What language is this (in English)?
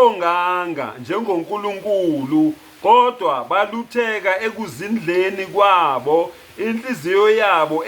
Zulu